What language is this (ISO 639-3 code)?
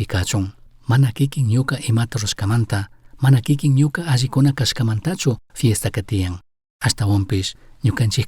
qug